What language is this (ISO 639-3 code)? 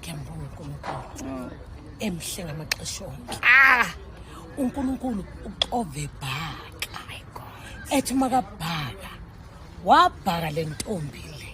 zul